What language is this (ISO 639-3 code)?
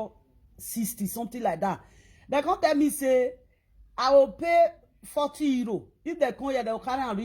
pcm